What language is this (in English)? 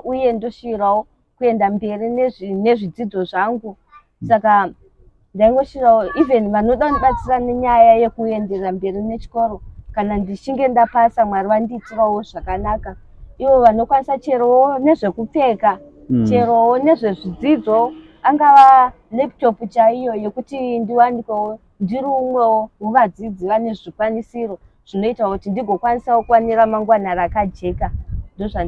Shona